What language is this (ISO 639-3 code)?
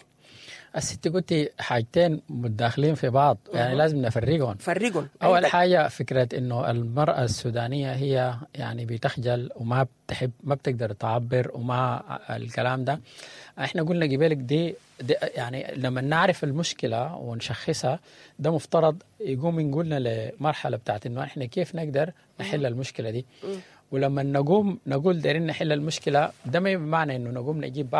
apd